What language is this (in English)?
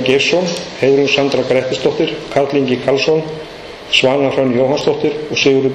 Icelandic